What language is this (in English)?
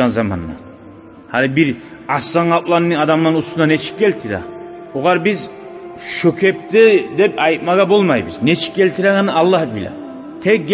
Kumyk